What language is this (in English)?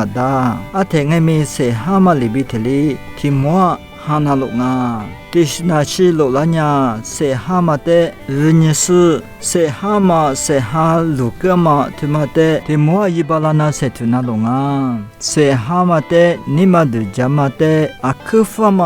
Lisu